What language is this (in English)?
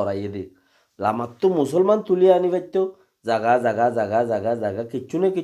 Rohingya